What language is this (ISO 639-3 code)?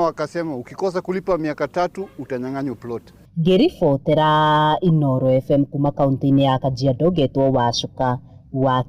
kik